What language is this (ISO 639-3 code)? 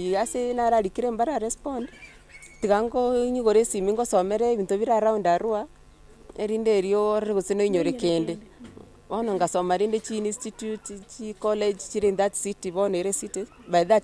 guz